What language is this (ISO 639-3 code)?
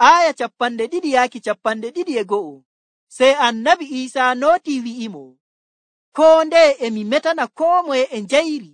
fuv